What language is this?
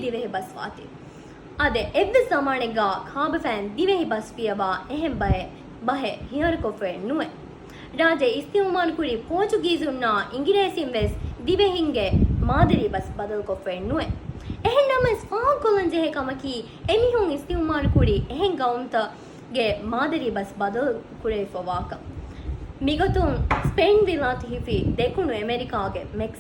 Divehi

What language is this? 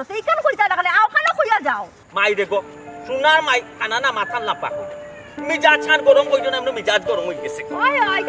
Sylheti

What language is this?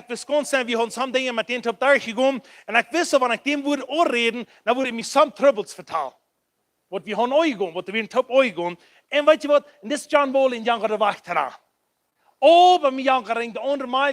Plautdietsch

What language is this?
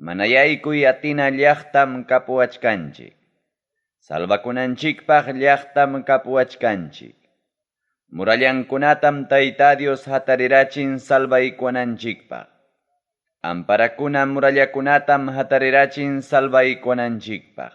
Ayacucho Quechua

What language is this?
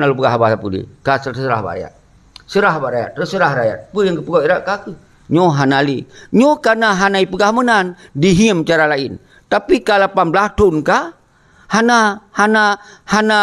Achinese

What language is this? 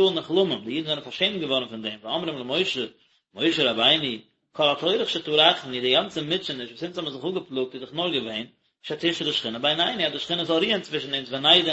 Yiddish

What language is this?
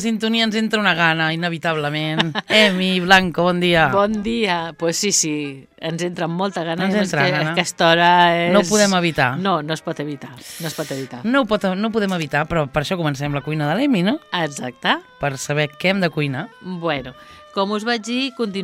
Catalan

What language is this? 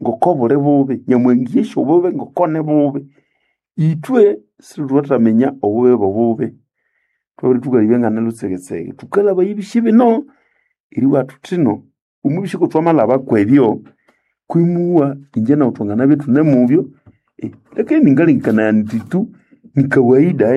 Nande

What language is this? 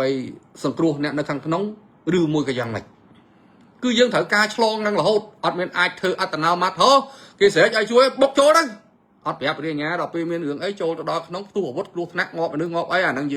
Khmer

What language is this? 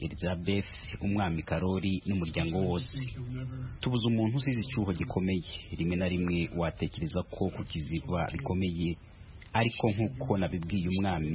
Kinyarwanda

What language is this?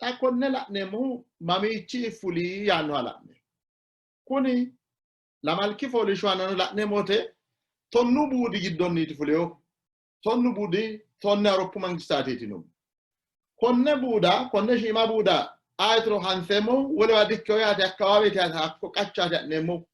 Sidamo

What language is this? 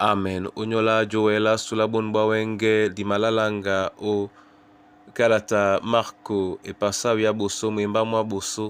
Duala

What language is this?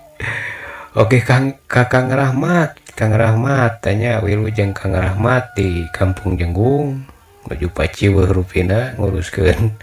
Sundanese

